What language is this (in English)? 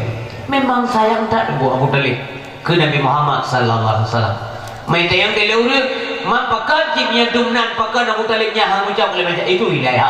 Achinese